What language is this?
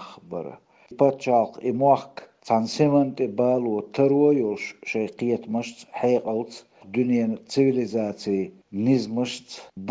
Chechen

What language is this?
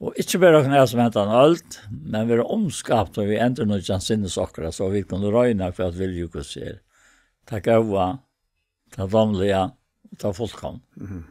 Faroese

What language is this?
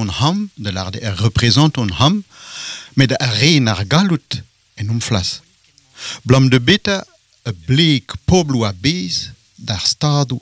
Breton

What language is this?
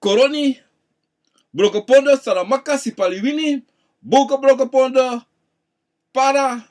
Sranan Tongo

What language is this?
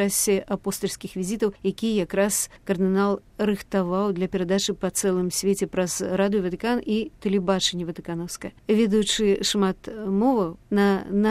Belarusian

